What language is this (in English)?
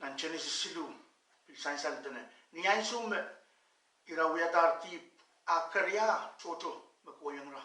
Pohnpeian